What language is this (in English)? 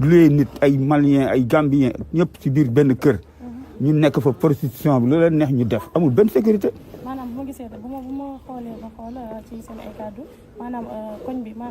Wolof